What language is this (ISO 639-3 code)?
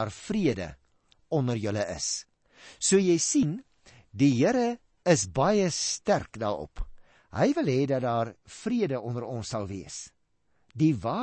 afr